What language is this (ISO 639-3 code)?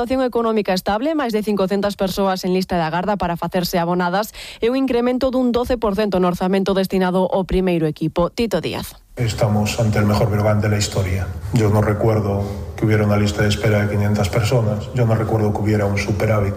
glg